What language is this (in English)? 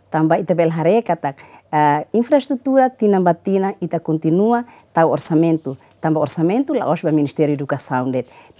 Tetum